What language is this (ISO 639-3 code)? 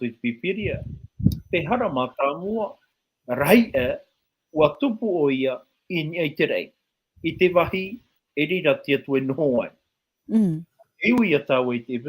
tah